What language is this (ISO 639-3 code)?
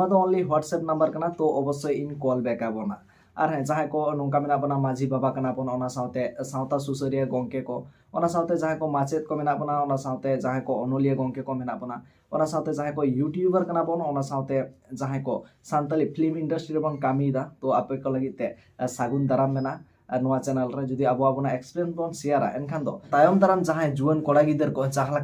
sat